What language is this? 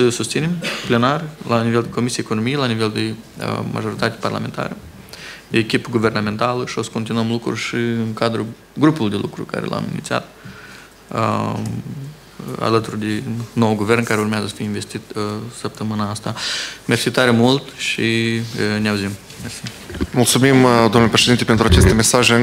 Romanian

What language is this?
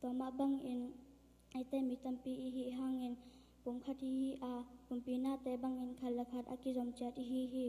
Tedim Chin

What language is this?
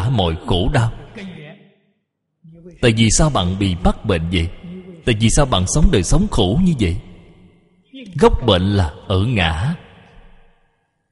Vietnamese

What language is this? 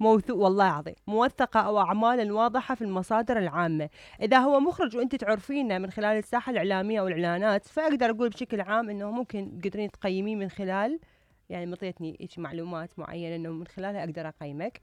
Mesopotamian Arabic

